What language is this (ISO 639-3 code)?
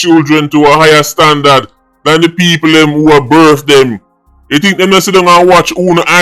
jam